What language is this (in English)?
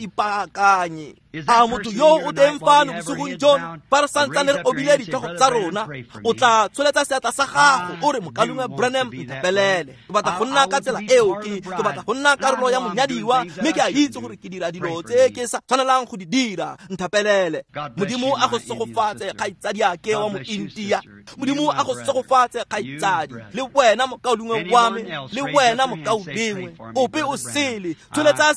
Tswana